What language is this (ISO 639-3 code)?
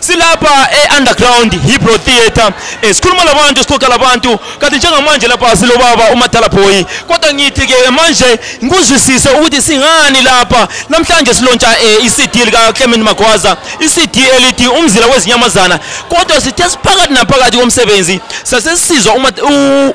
zul